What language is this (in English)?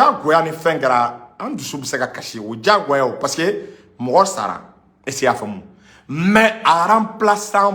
Bambara